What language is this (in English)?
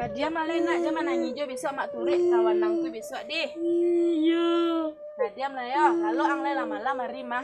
Minangkabau